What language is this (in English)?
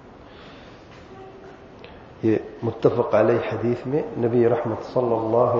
Urdu